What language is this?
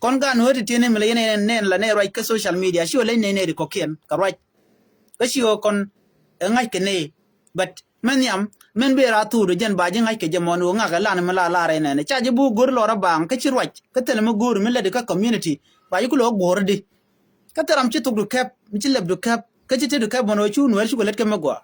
Nuer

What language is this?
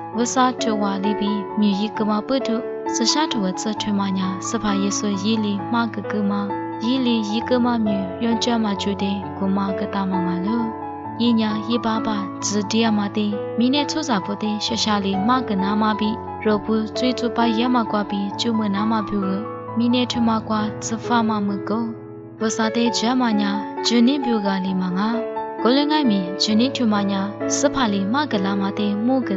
Lisu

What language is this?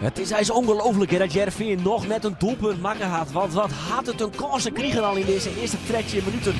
Western Frisian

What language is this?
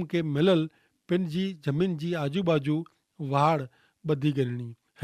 Kachhi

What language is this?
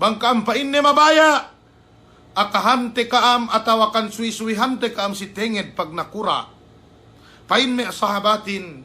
Yakan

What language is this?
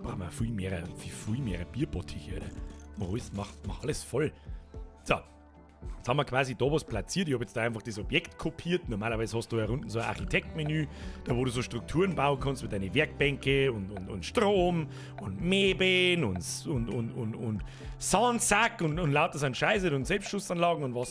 Bavarian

